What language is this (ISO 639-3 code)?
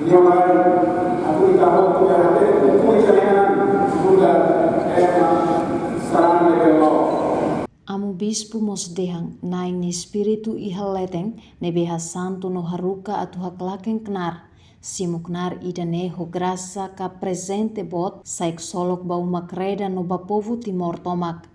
tet